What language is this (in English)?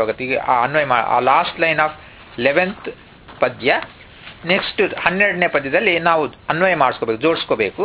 Kannada